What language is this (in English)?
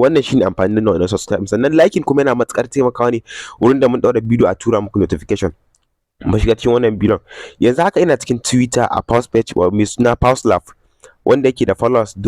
Hausa